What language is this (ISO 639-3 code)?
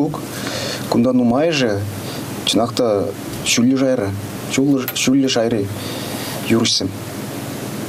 chv